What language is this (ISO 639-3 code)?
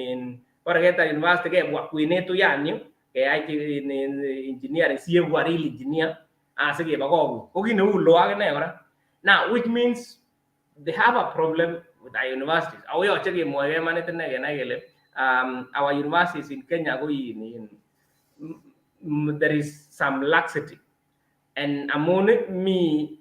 kln